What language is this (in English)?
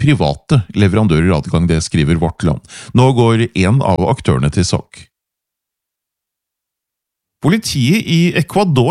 Norwegian